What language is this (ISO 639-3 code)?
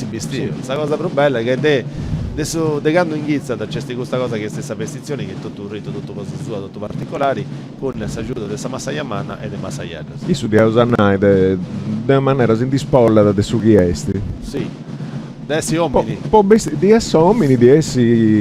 srd